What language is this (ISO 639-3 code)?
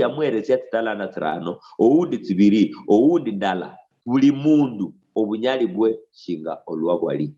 luy